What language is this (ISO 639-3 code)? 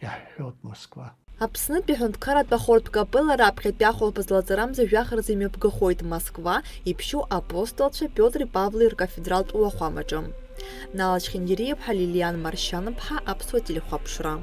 abk